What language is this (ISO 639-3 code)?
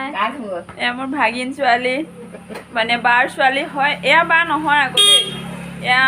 asm